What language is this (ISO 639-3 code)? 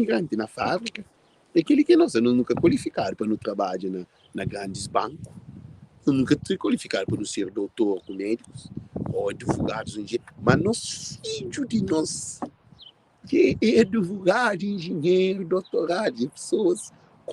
kea